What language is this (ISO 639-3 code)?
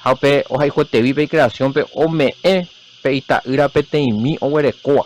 grn